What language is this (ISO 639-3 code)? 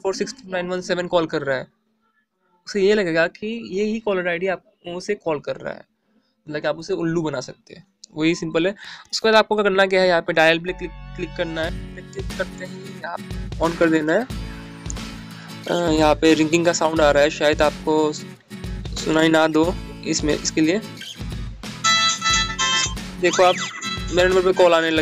hin